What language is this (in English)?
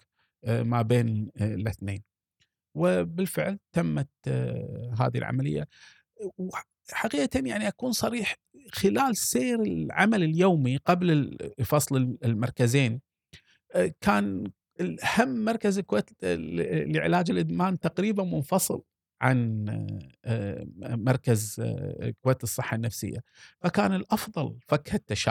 Gulf Arabic